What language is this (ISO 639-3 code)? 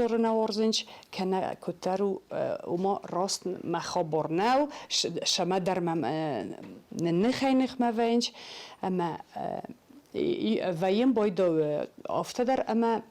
oss